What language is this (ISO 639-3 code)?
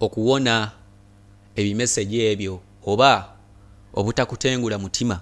lug